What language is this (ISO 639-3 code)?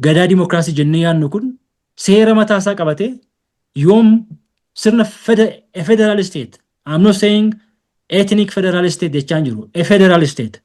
orm